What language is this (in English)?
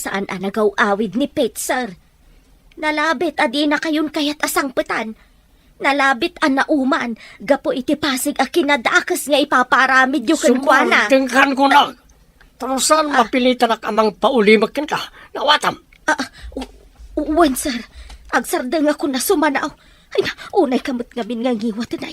Iloko